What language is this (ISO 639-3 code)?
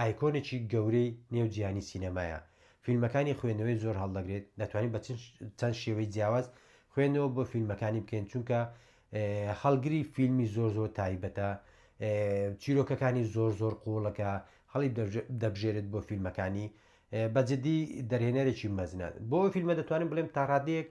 ckb